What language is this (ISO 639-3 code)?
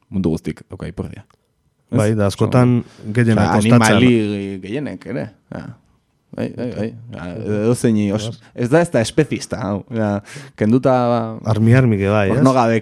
eus